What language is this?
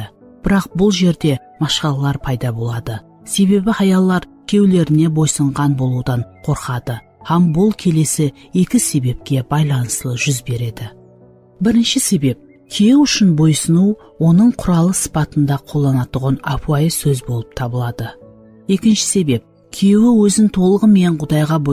Kara-Kalpak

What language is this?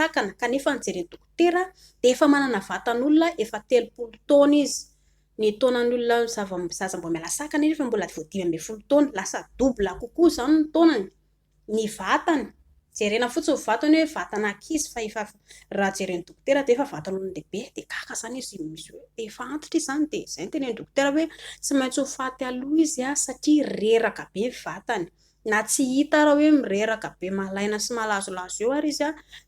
Malagasy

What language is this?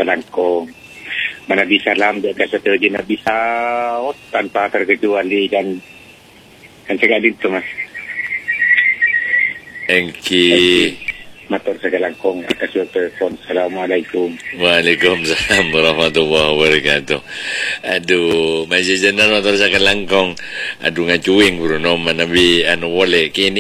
Madurese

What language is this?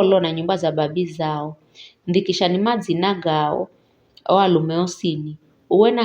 Giryama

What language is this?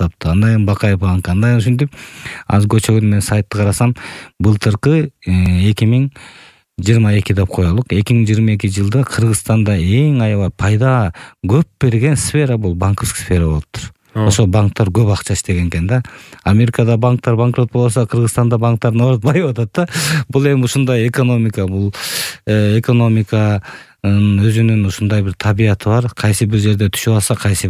Kyrgyz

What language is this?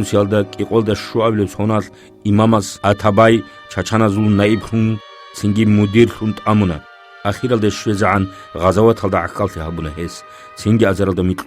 Avaric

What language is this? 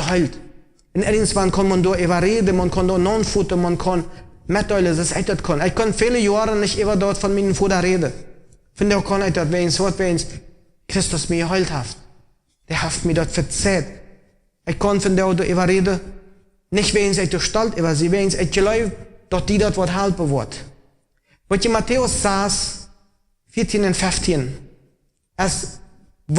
Plautdietsch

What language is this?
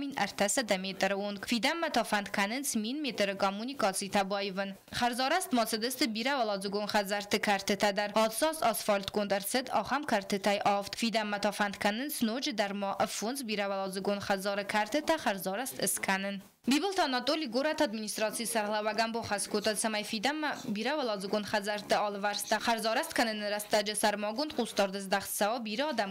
Ossetic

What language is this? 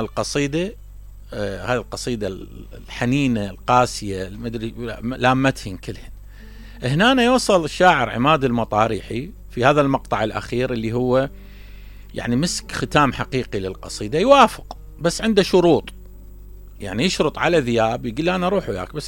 Mesopotamian Arabic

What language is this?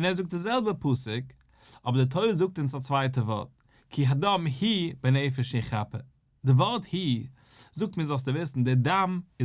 Yiddish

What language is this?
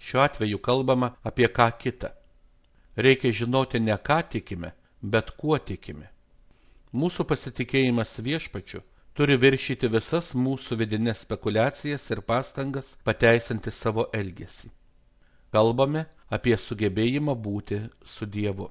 Lithuanian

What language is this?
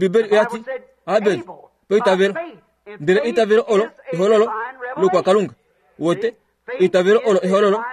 Kuanyama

